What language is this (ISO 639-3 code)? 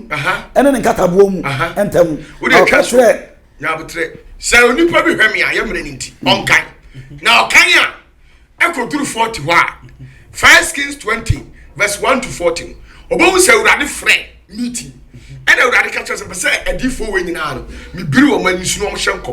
aka